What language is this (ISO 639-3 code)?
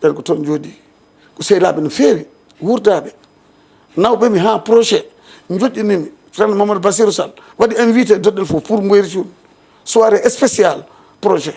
ful